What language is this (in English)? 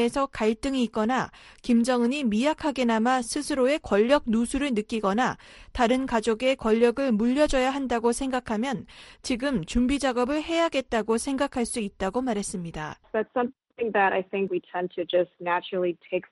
Korean